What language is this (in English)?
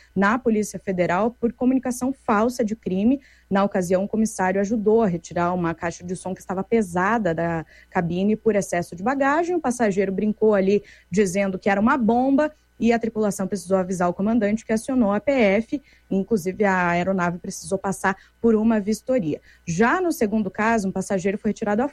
Portuguese